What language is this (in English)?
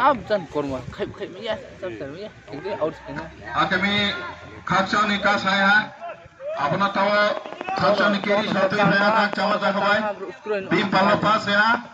Riang (India)